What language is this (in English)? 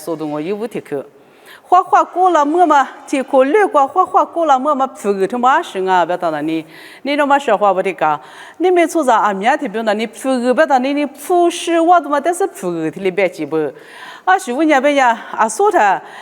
Lisu